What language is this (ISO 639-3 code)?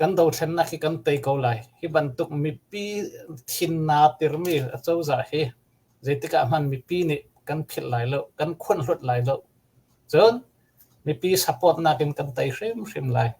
cnh